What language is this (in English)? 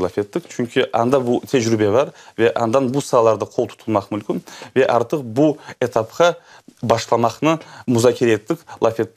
Crimean Tatar